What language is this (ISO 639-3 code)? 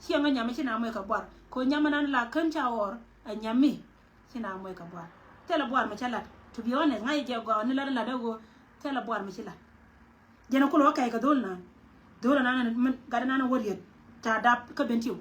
nus